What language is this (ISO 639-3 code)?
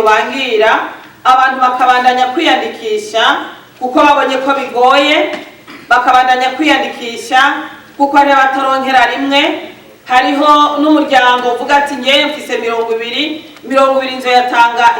run